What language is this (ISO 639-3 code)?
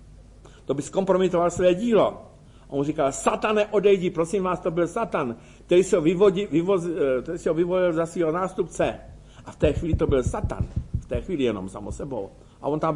ces